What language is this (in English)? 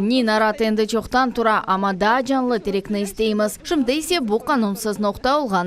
Crimean Tatar